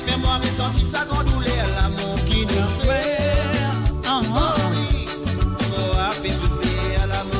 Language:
Morisyen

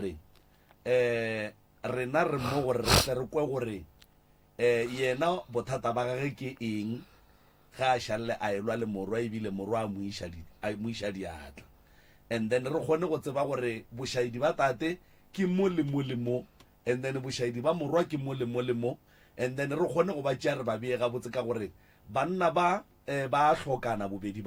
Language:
Northern Sotho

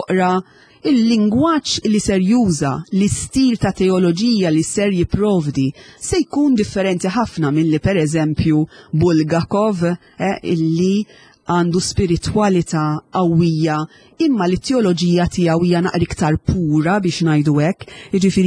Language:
Maltese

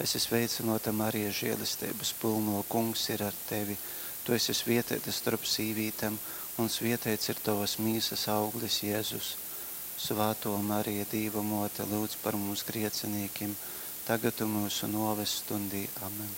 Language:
Latgalian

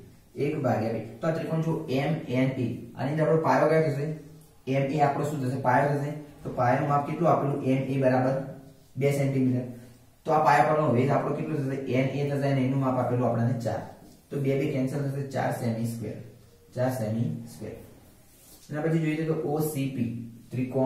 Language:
Gujarati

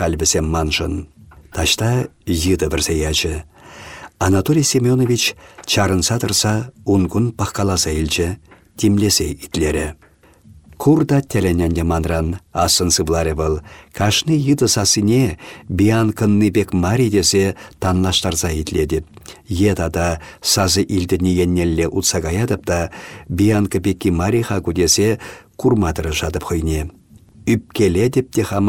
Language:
Chuvash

